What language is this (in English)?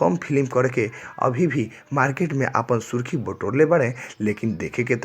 Bhojpuri